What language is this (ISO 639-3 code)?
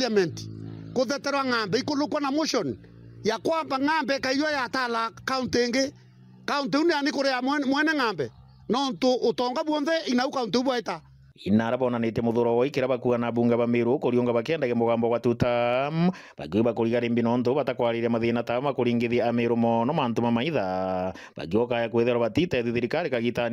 mer